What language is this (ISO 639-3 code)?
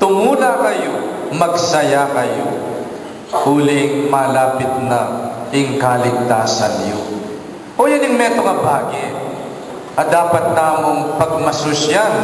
pam